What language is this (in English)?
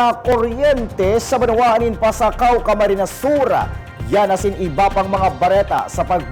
Bikol